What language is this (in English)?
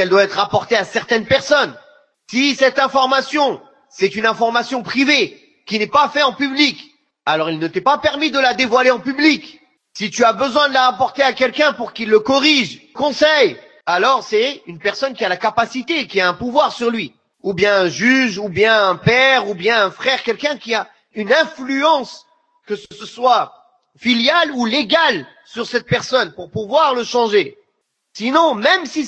French